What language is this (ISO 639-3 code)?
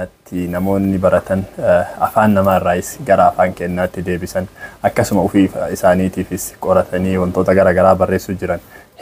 orm